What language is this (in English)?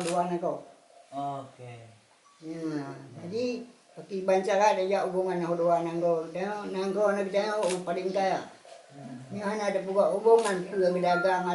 Achinese